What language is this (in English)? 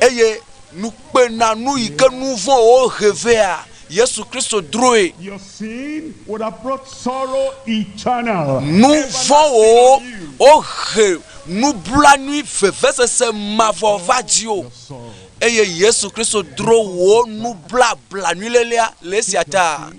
Ewe